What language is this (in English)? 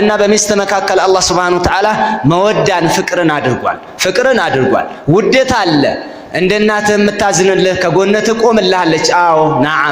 Amharic